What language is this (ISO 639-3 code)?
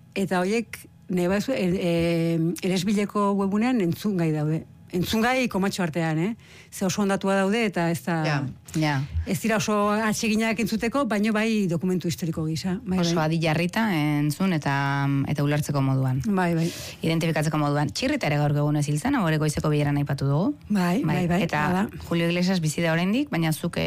eus